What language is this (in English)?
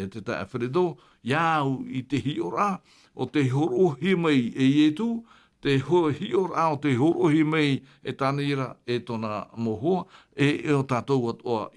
Tahitian